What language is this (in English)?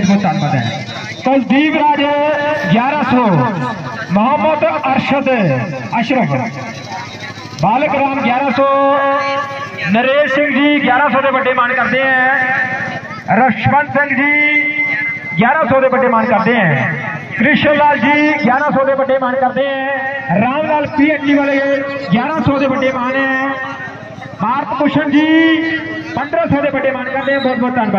Punjabi